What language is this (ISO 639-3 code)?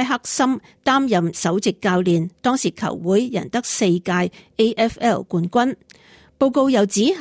yue